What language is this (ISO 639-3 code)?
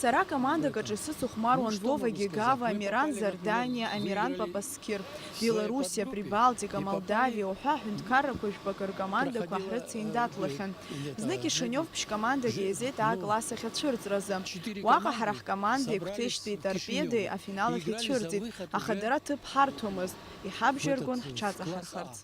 abk